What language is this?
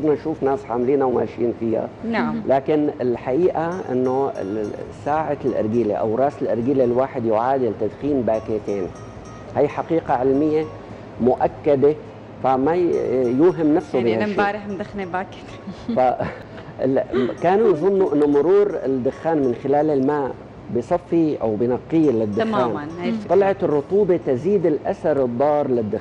North Levantine Arabic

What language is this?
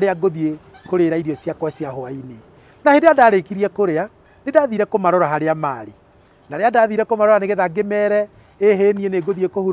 Kikuyu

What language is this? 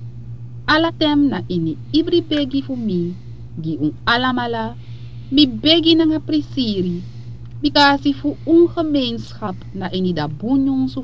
Sranan Tongo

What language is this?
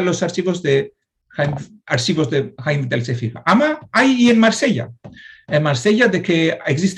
Ladino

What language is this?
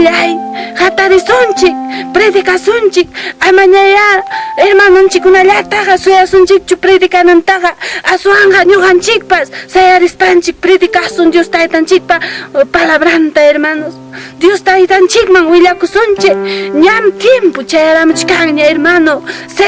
Ayacucho Quechua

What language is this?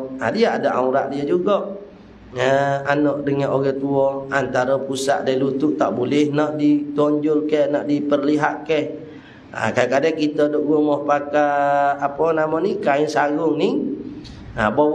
Malay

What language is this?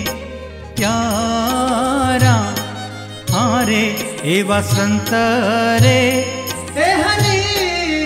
Gujarati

